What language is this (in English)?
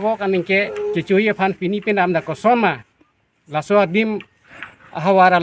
Karbi